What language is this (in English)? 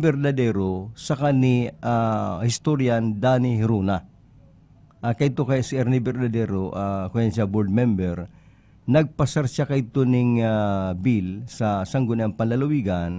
Bikol